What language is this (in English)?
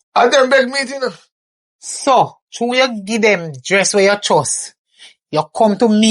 Jamaican Creole English